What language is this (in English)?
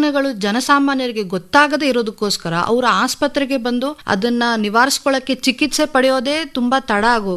Kannada